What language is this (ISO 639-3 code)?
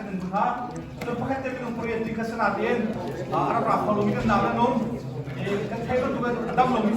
cnh